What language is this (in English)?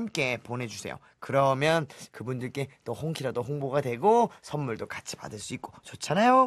Korean